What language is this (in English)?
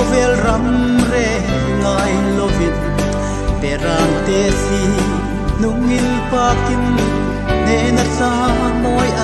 Hmar